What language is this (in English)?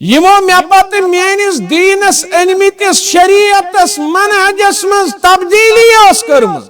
Kashmiri